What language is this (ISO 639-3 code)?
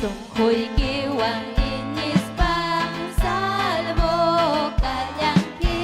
quy